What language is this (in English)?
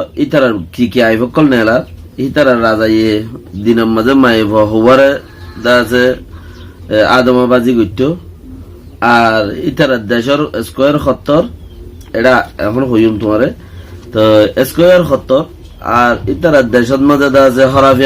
Rohingya